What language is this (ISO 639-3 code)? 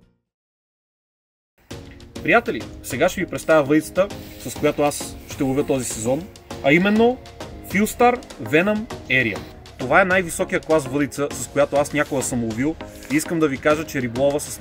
bul